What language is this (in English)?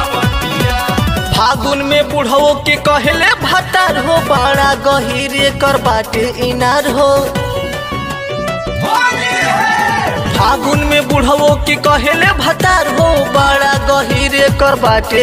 Bhojpuri